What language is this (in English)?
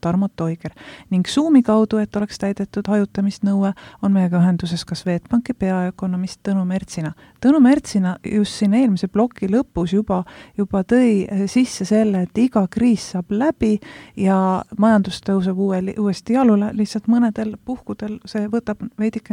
Estonian